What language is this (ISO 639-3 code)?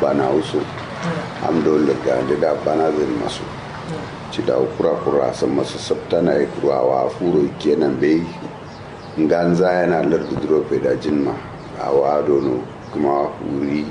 kau